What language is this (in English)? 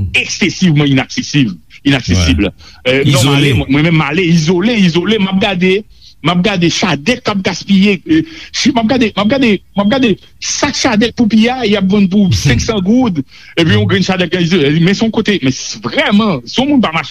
Haitian Creole